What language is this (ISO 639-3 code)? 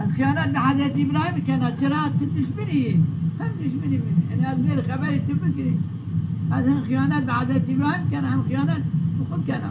zza